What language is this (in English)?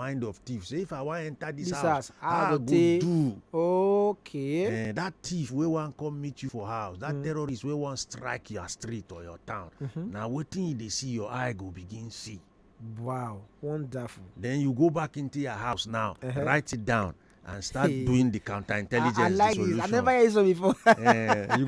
Nigerian Pidgin